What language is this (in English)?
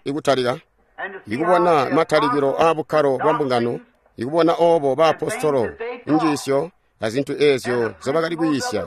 Tonga (Zambia)